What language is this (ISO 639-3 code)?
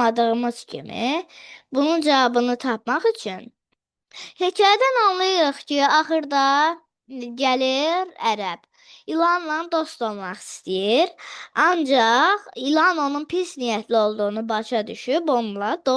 aze